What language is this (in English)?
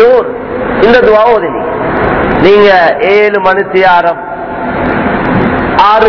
Tamil